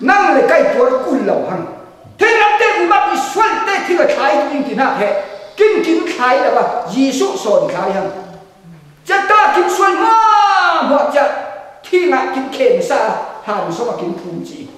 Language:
Falam Chin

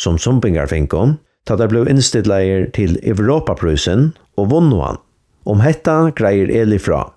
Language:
Faroese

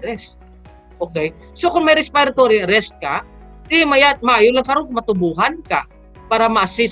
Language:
Hiligaynon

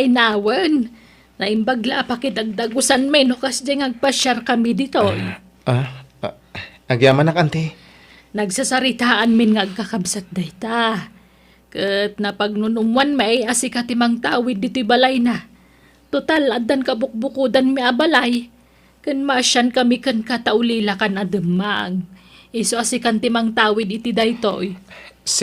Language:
Iloko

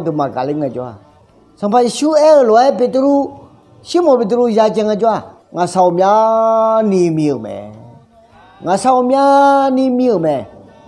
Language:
Akha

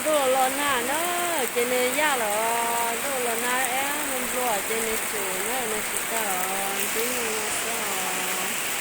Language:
Hmong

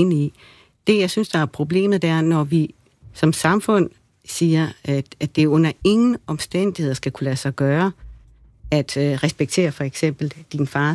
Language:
Danish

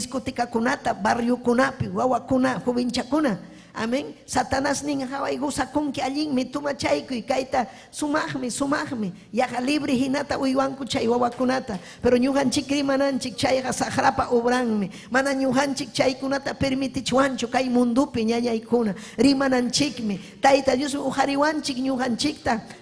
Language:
Ayacucho Quechua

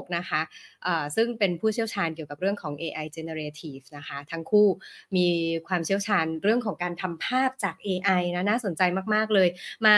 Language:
Thai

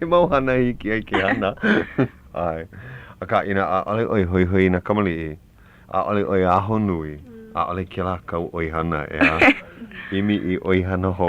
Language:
Hawaiian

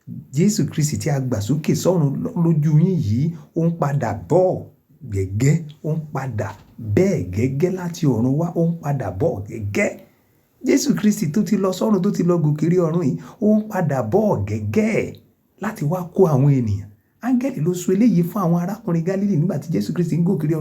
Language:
Yoruba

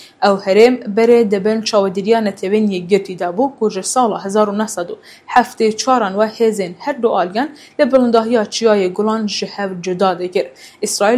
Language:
Kurdish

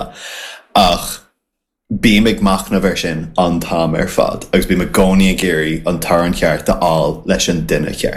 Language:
Irish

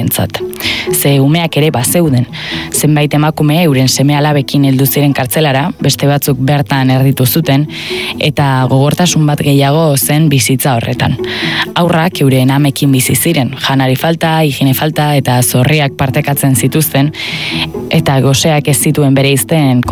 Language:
Basque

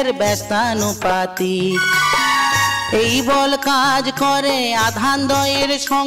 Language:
Bangla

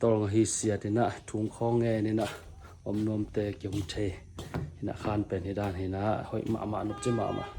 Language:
Tedim Chin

